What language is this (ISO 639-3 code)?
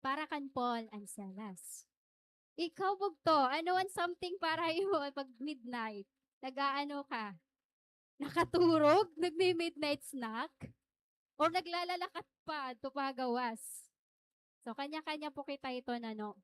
war